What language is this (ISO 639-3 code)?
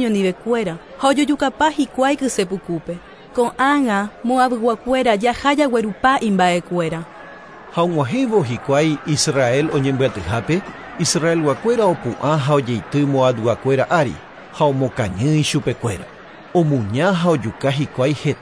grn